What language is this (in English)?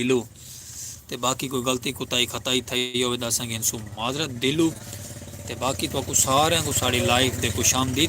Saraiki